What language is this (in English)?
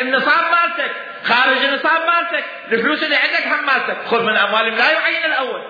Mesopotamian Arabic